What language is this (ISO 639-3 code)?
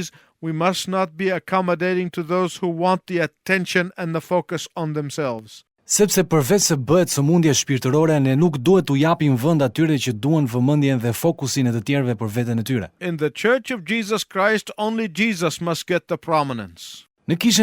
sqi